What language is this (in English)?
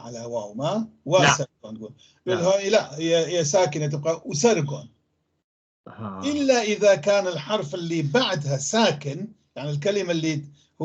North Levantine Arabic